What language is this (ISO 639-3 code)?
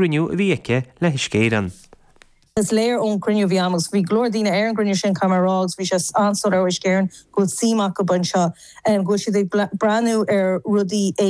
gle